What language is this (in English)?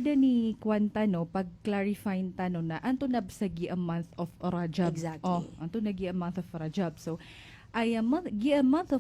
Maranao